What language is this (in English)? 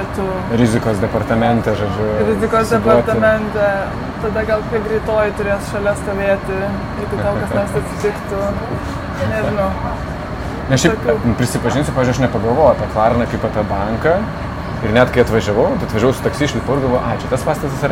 Lithuanian